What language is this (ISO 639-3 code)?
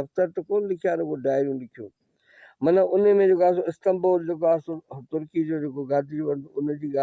snd